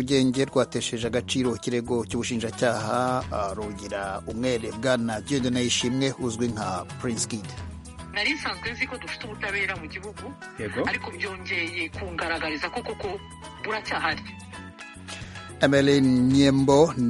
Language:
Kinyarwanda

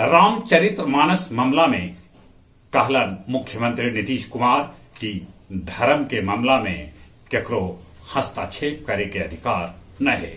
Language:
Magahi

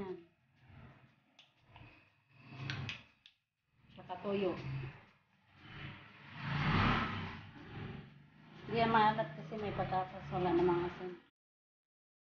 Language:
Filipino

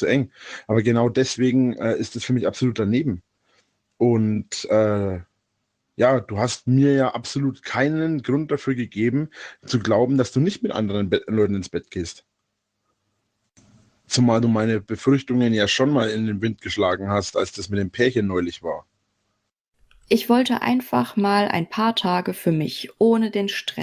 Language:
German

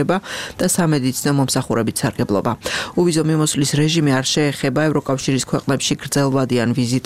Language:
Georgian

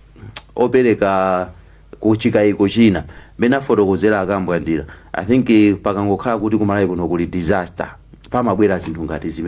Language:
Nyanja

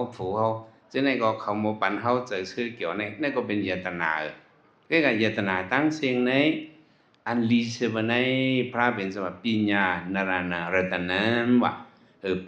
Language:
Shan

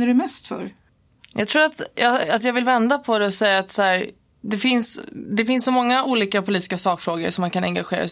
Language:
Swedish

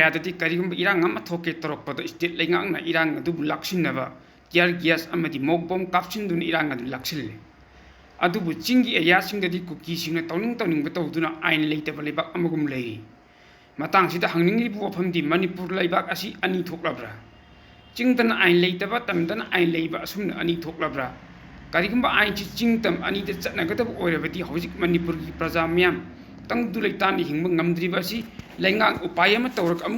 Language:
Manipuri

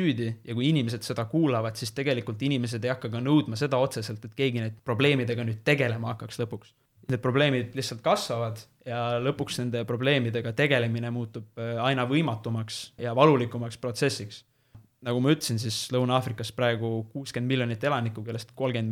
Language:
Estonian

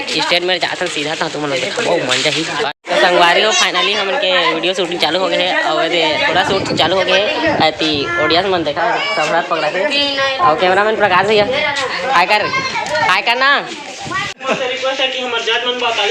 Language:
Chhattisgarhi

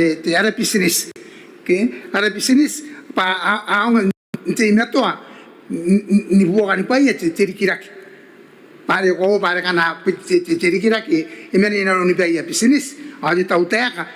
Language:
Gilbertese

